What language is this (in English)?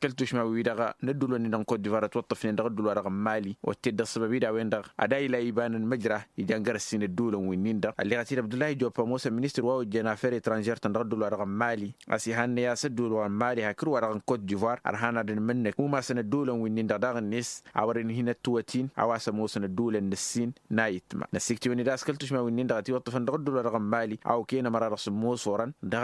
Tamasheq